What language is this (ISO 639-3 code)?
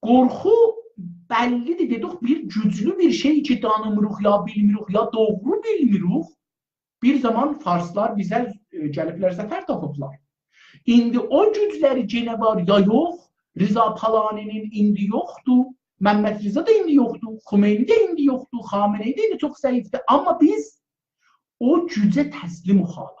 azb